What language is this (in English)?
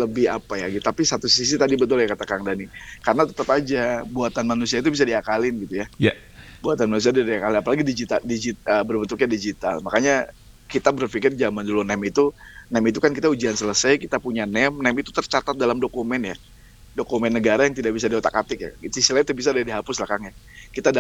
Indonesian